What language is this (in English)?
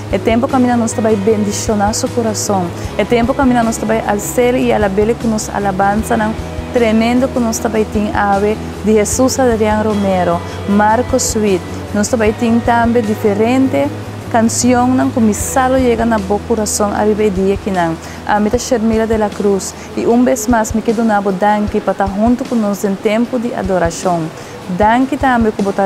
Papiamento